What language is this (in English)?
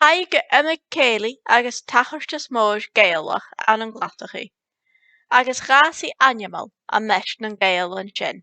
Scottish Gaelic